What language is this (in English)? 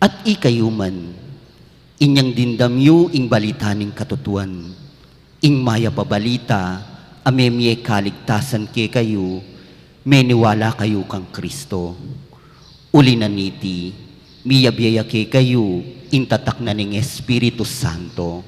Pampanga